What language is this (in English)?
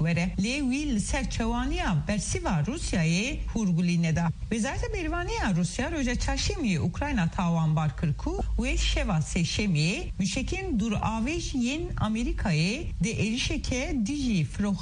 Kurdish